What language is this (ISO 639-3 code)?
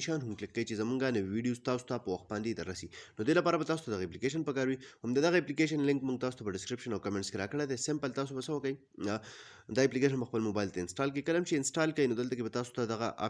pus